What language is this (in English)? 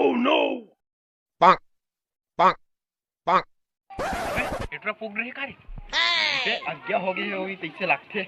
Chhattisgarhi